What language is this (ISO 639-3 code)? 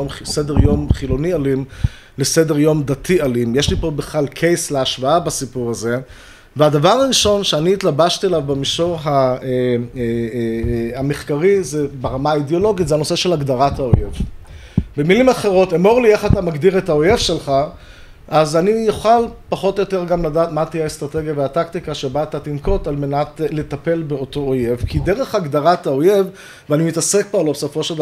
heb